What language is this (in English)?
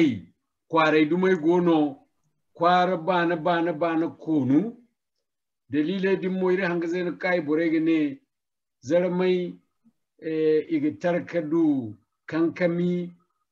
Zarma